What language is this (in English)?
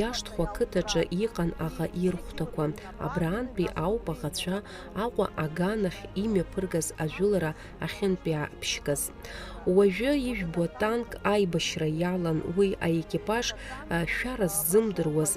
Abkhazian